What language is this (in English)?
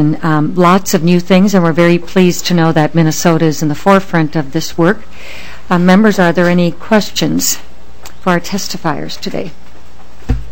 English